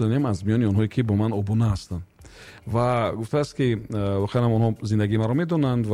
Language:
Tajik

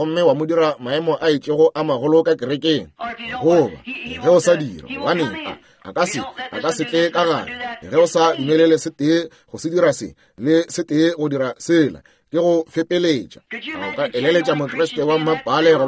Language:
Northern Sotho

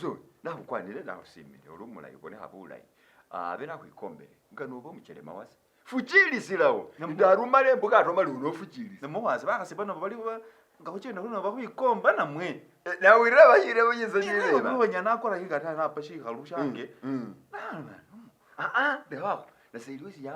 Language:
Masaaba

